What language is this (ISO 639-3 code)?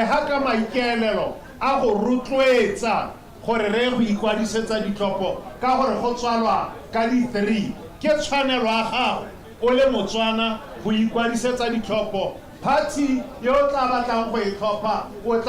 tsn